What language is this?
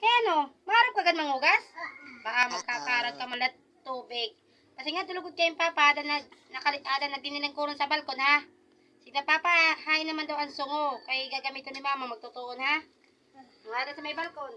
Waray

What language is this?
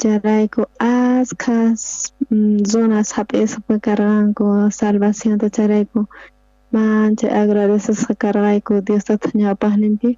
South Bolivian Quechua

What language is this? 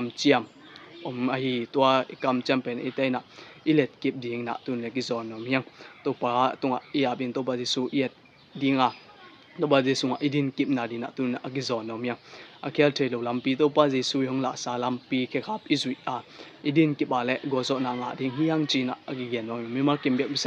Tedim Chin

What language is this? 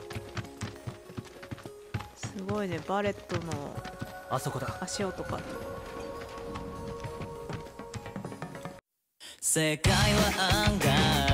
Japanese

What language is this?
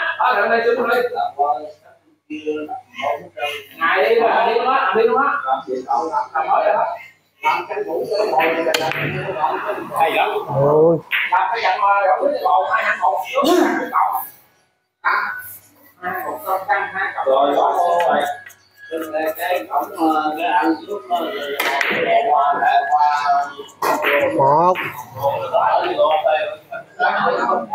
Vietnamese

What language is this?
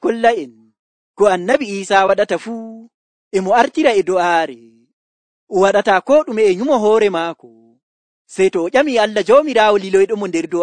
Nigerian Fulfulde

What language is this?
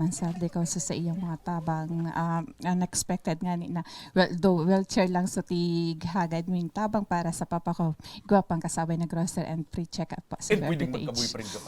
Bikol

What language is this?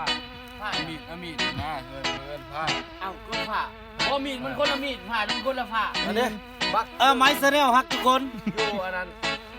Lao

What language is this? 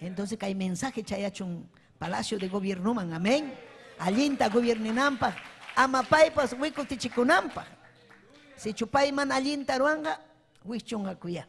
Ayacucho Quechua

